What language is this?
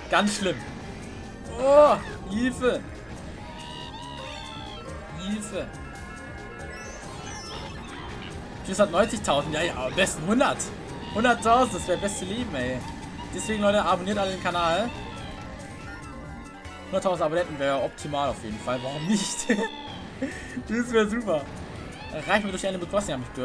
German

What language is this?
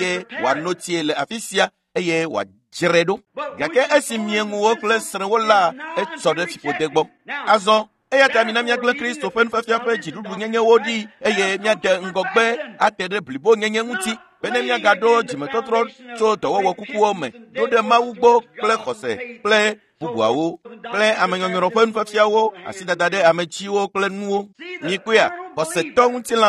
Ewe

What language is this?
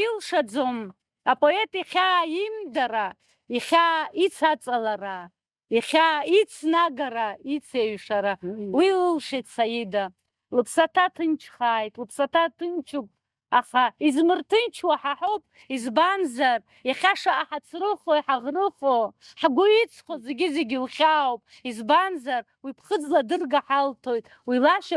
Abkhazian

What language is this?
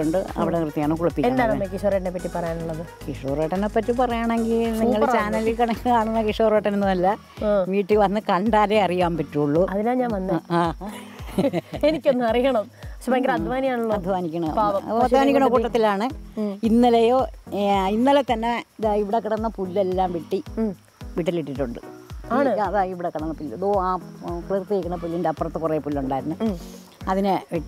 Malayalam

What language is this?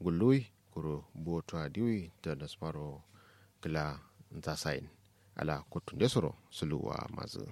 Kanuri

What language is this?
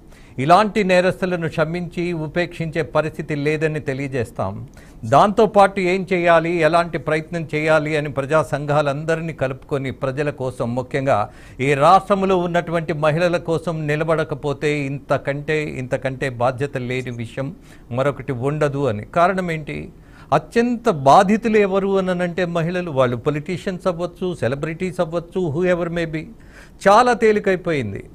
Telugu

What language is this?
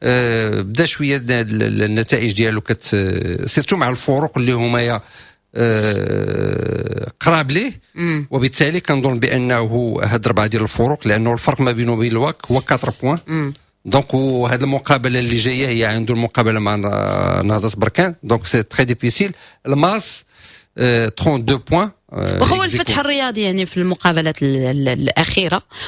Moroccan Arabic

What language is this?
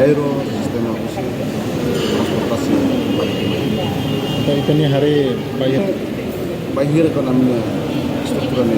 Tetum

